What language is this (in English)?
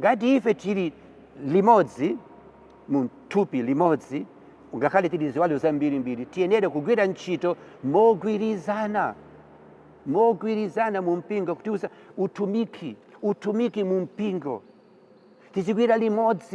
Nyanja